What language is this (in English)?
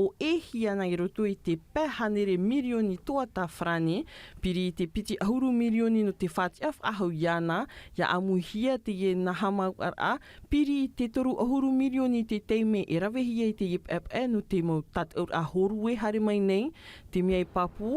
Tahitian